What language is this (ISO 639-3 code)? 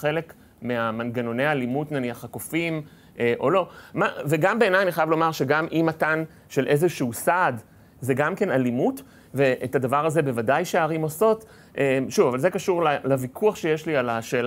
heb